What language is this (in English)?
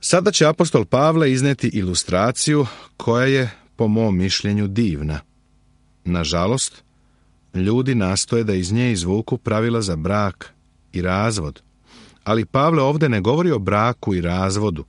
Serbian